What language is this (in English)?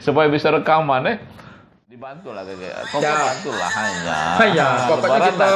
Musi